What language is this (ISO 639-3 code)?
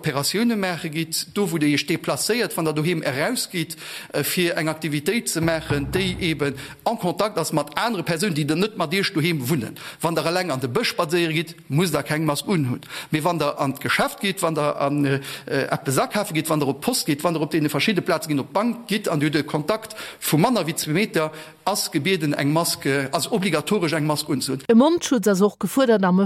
ltz